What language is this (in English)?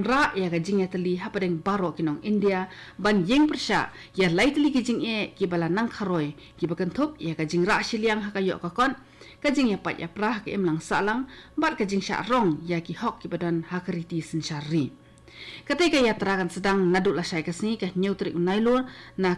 Khasi